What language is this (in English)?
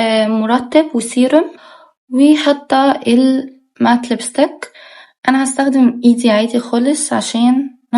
Egyptian Arabic